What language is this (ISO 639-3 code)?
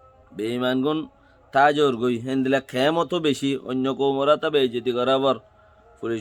rhg